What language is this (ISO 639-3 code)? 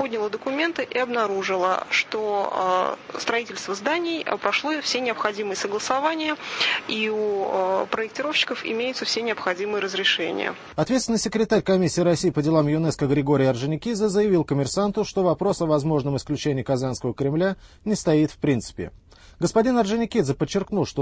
rus